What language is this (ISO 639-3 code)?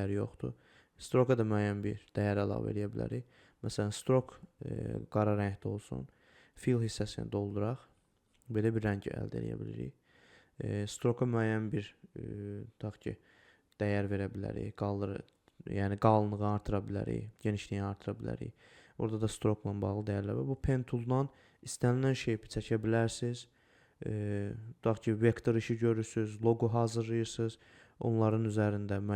aze